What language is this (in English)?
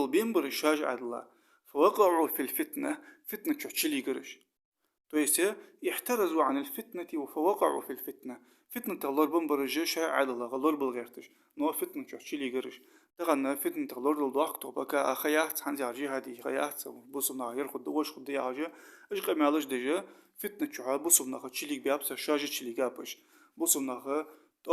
Ingush